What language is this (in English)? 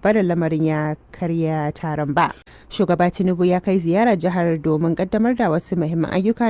Hausa